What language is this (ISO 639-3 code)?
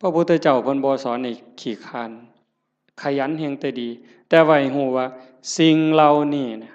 tts